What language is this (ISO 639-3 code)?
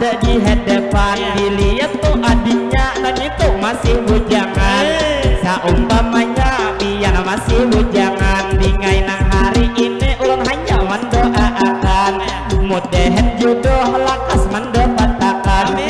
bjn